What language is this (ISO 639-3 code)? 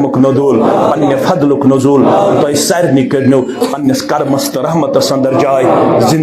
kas